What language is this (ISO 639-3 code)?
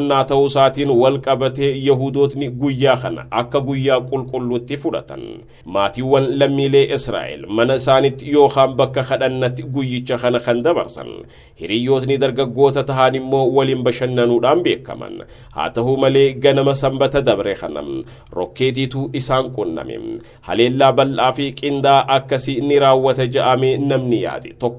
orm